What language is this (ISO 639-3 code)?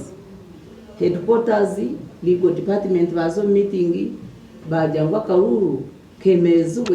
nyn